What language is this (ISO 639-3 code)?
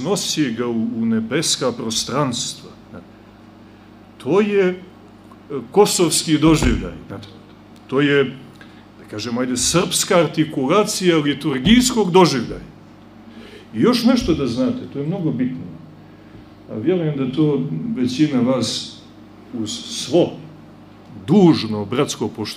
srp